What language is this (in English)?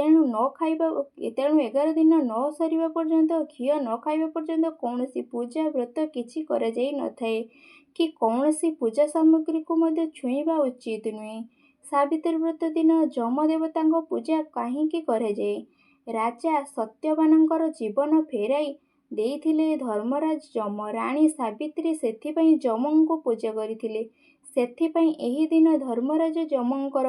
Odia